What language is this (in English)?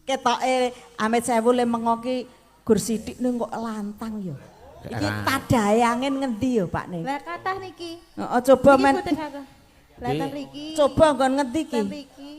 Javanese